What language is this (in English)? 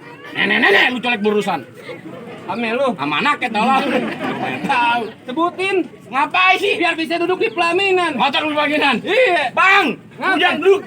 Betawi